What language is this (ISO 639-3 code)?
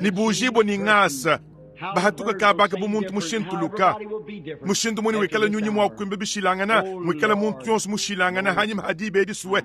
lua